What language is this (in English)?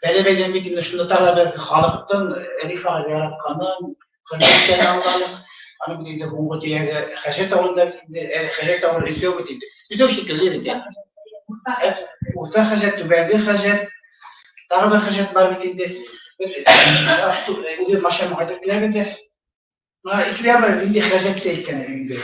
Bashkir